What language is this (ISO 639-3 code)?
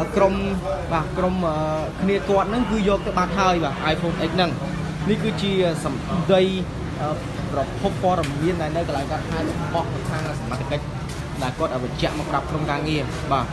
khm